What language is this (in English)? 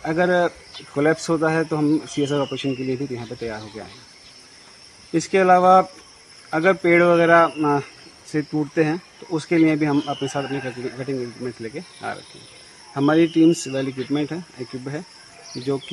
Hindi